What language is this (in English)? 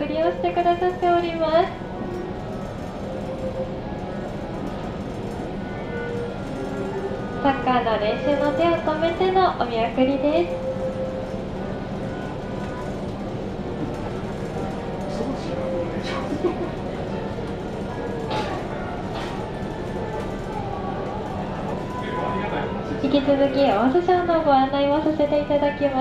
Japanese